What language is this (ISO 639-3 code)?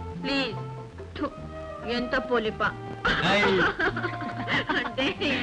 kan